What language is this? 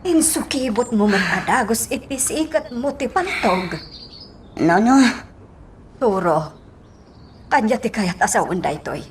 Iloko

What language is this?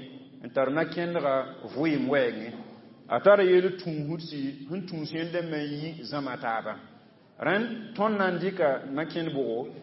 Mossi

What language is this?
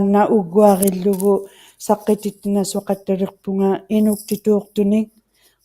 Inuktitut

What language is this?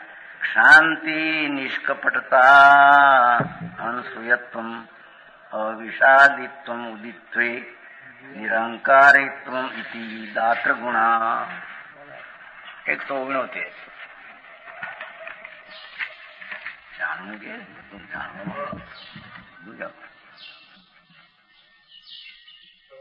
Gujarati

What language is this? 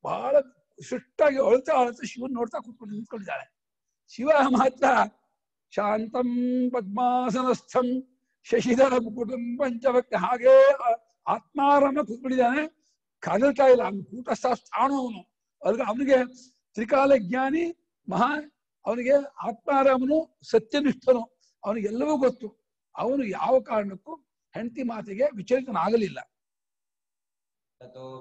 Kannada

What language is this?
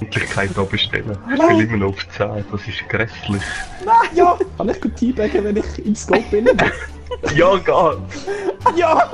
Swiss German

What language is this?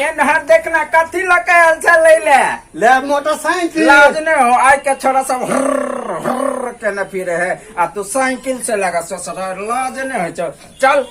Maithili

